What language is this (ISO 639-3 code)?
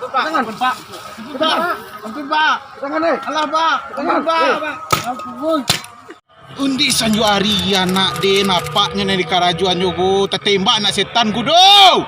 min